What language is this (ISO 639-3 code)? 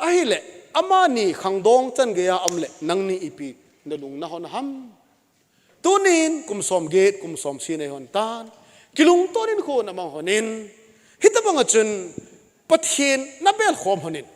tcz